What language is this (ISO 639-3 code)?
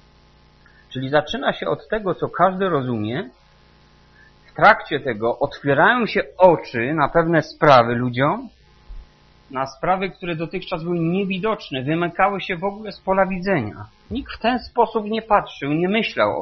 pol